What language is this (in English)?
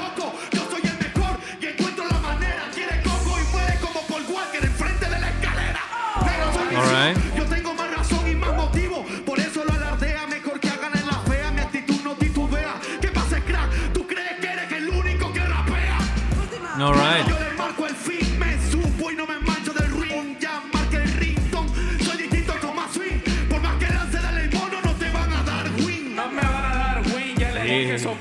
Spanish